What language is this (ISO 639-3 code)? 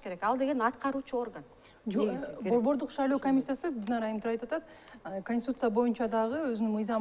kir